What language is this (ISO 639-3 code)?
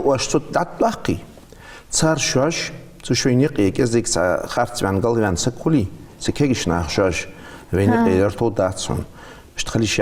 inh